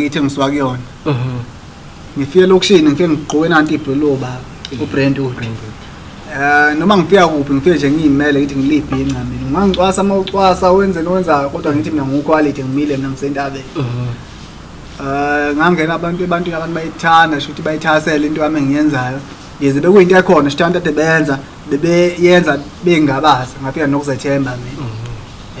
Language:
Zulu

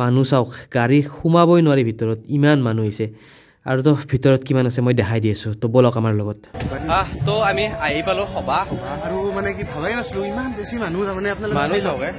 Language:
Assamese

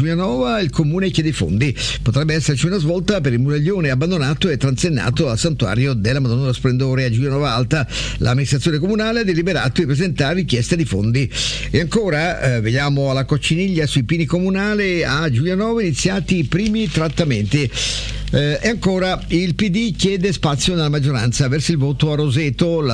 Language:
Italian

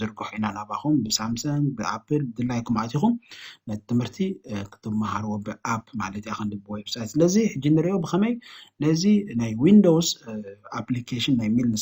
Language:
Tigrinya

